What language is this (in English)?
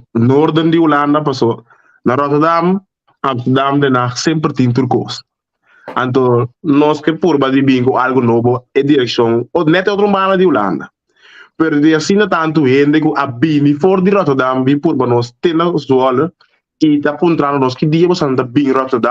Papiamento